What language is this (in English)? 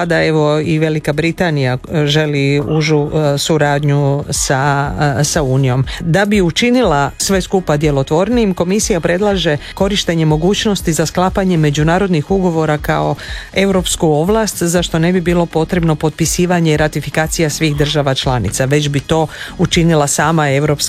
Croatian